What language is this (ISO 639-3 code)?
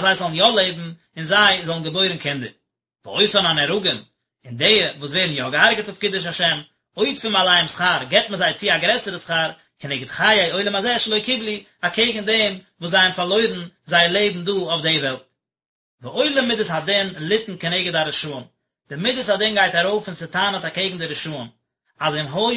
yid